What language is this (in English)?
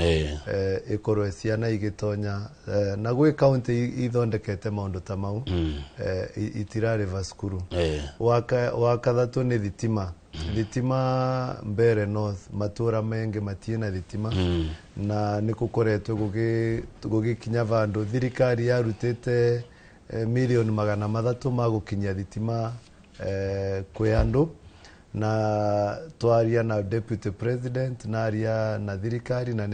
Kikuyu